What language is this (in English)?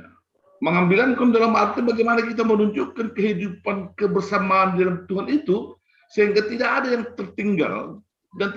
Batak Simalungun